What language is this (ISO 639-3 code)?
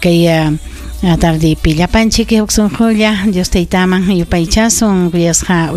quy